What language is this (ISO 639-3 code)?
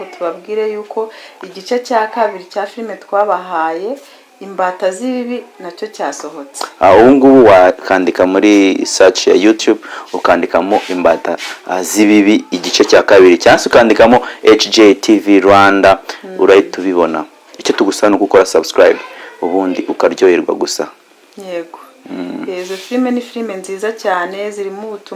kin